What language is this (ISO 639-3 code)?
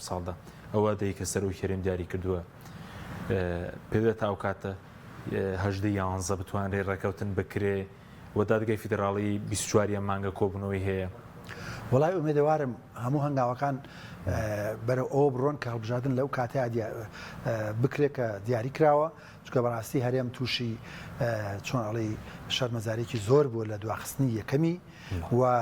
ckb